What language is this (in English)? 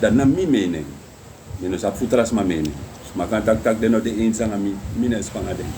Sranan Tongo